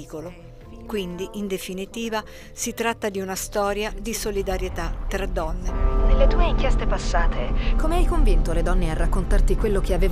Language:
Italian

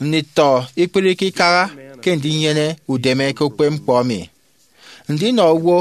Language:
Efik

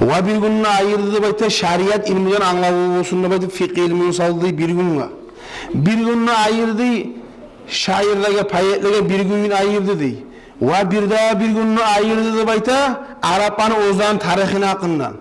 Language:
Kumyk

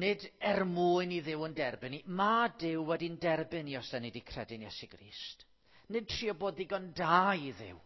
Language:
Welsh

